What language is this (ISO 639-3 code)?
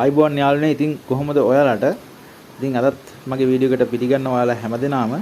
sin